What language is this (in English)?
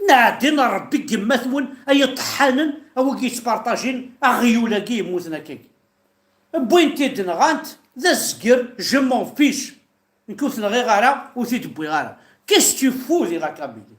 Kabyle